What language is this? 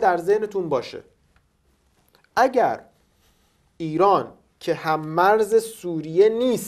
Persian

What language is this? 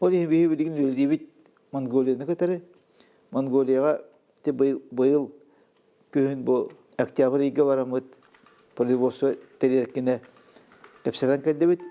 Yakut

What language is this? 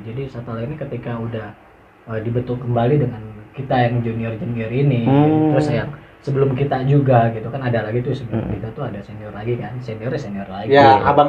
Indonesian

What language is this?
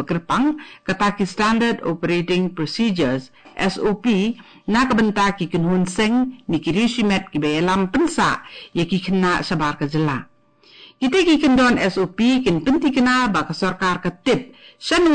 Khasi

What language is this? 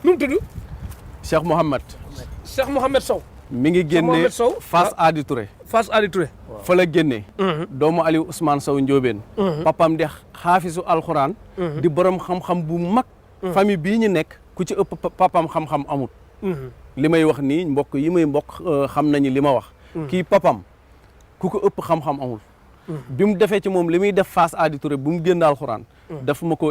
Wolof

